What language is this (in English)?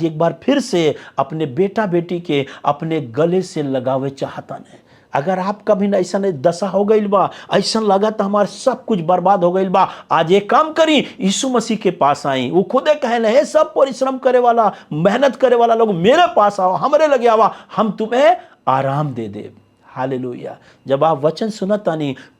Bhojpuri